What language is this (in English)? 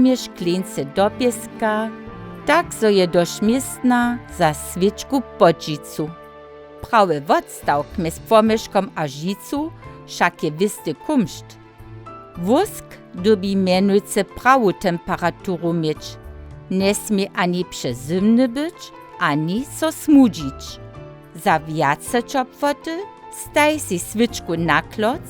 Upper Sorbian